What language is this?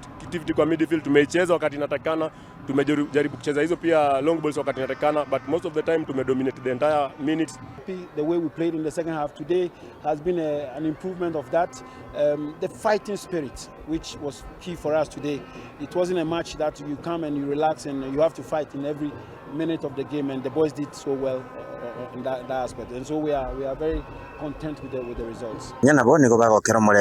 Gusii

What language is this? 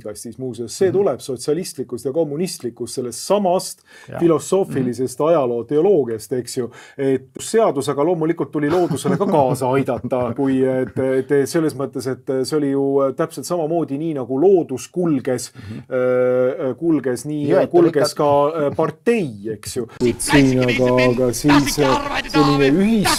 Estonian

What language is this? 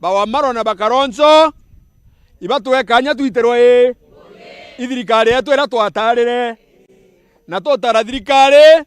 Meru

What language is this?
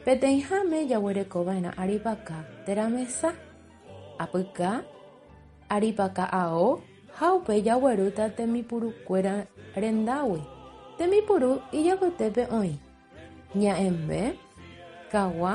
Guarani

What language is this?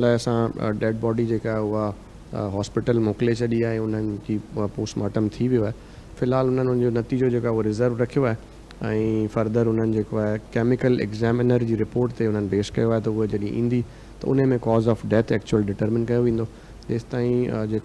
Sindhi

